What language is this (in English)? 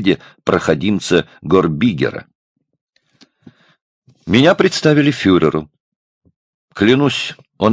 Russian